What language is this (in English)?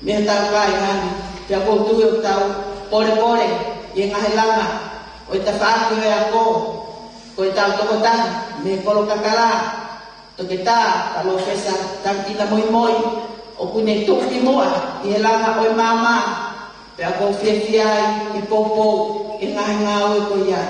Tongan